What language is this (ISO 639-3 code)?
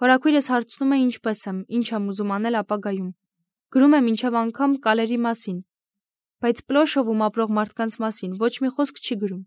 hye